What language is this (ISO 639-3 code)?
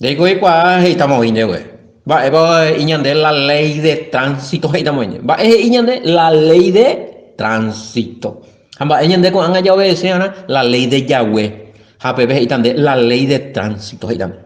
grn